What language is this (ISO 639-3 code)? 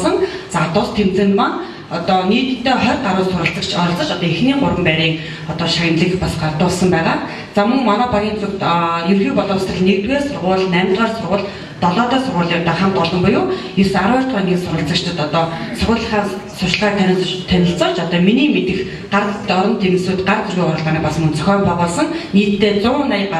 mon